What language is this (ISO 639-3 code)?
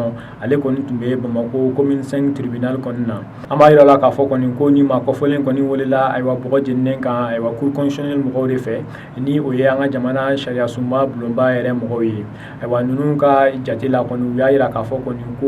bam